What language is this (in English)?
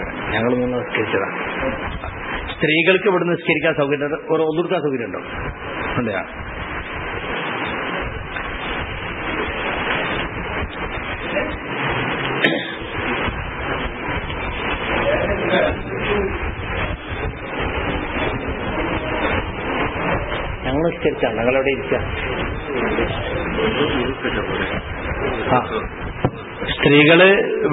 Malayalam